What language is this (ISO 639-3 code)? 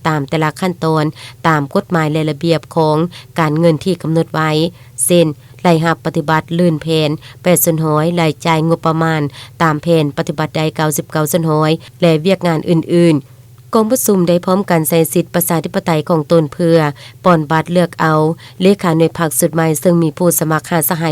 lao